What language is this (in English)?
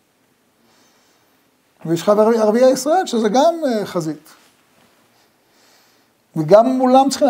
Hebrew